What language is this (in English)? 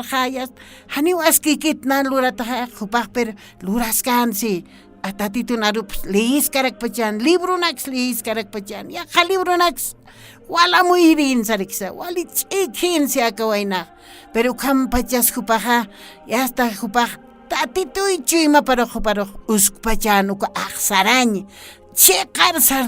Aymara